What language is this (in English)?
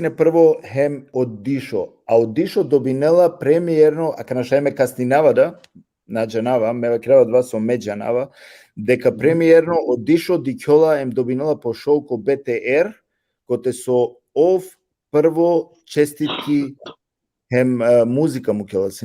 Balkan Romani